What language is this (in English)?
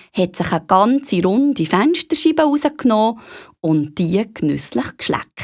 Swiss German